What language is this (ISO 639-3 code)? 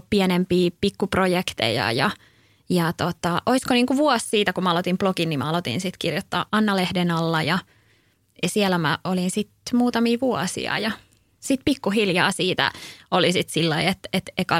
fin